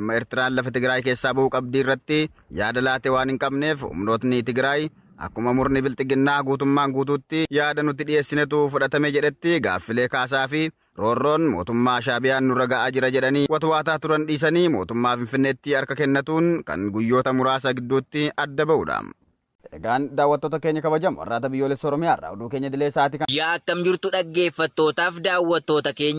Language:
Oromo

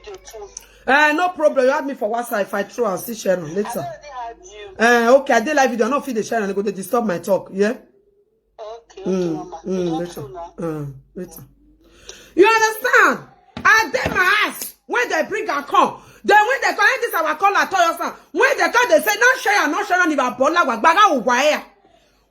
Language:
Nigerian Pidgin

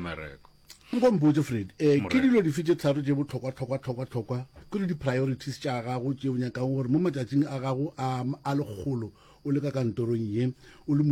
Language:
Northern Sotho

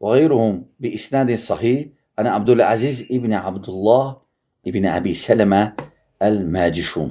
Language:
Azerbaijani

